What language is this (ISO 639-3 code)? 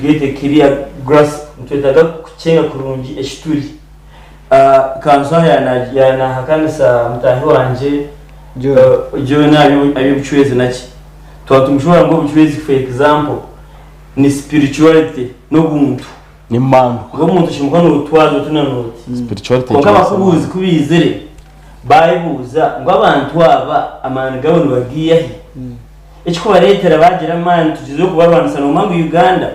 nyn